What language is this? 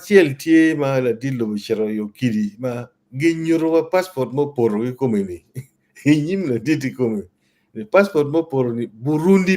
Acoli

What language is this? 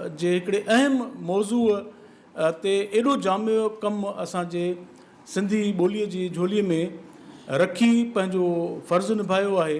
Sindhi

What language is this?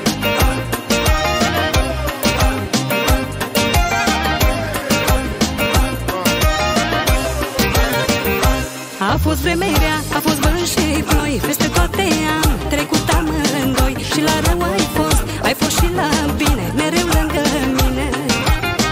Romanian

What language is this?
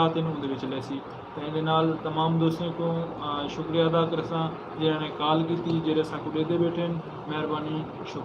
Saraiki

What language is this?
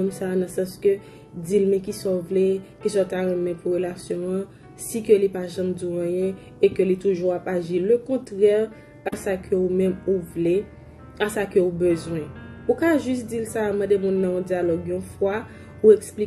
Haitian Creole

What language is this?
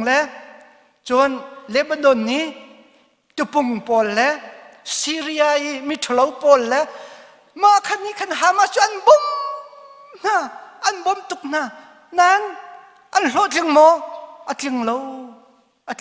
Hakha Chin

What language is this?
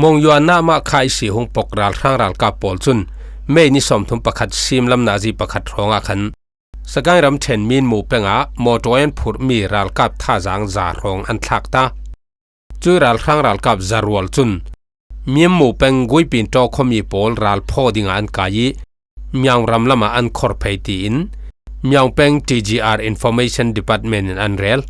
Falam Chin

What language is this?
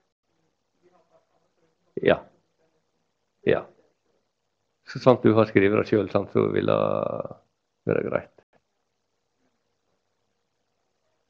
Norwegian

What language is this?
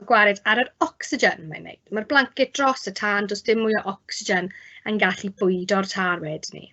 Welsh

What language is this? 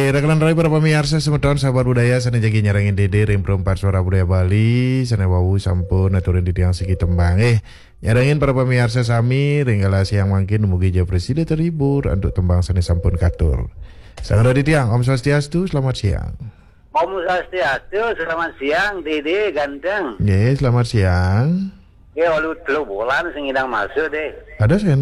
Balinese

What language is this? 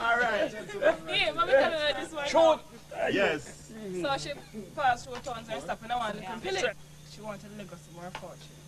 Jamaican Creole English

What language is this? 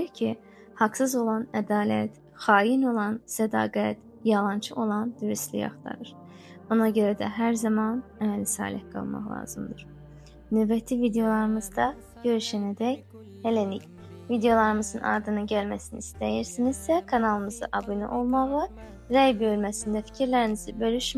Azerbaijani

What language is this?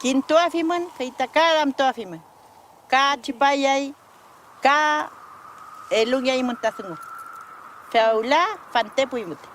Mapuche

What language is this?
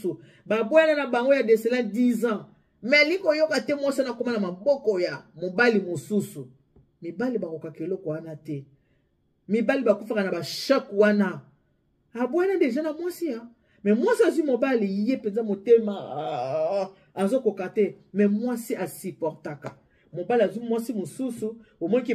Lingala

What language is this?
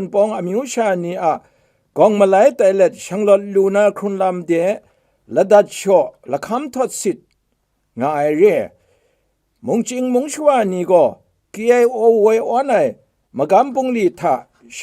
Kachin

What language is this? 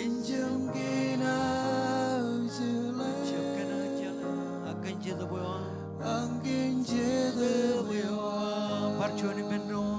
Marshallese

